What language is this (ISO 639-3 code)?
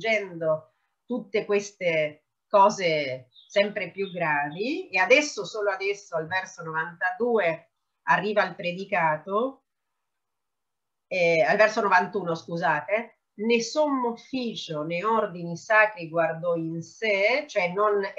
ita